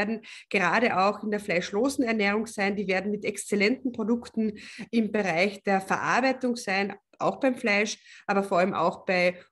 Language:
German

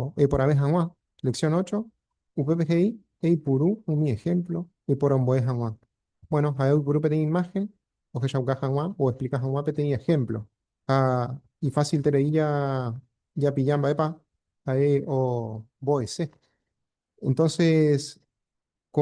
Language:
Guarani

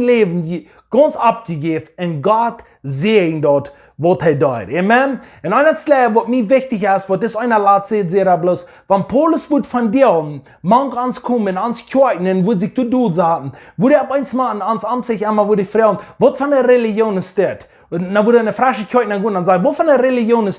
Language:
Plautdietsch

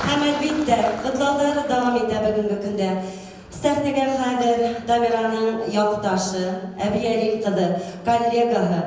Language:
Bashkir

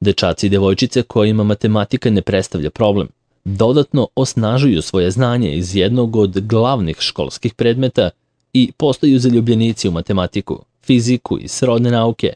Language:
Serbian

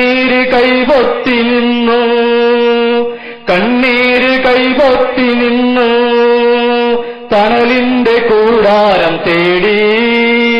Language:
Malayalam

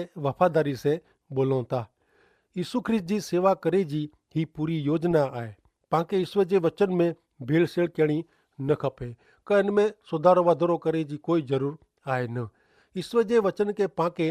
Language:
Kachhi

